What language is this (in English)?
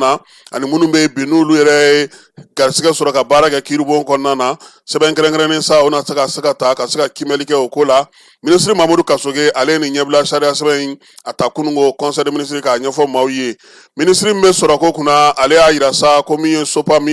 Bambara